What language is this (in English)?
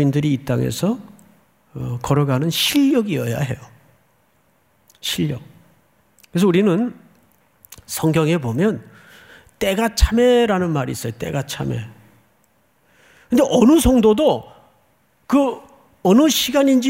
Korean